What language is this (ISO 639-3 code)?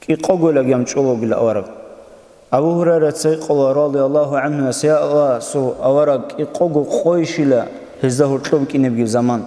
ava